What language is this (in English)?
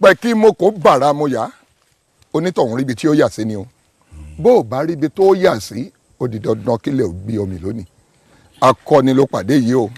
Yoruba